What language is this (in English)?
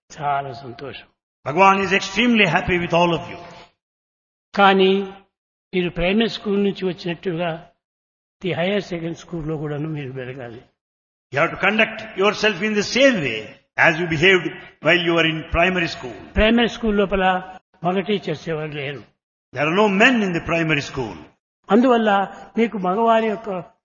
Telugu